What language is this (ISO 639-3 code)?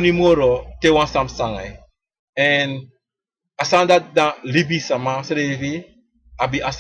srn